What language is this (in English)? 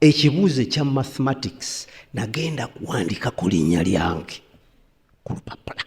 Ganda